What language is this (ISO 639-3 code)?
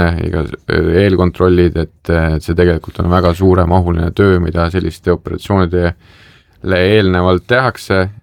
est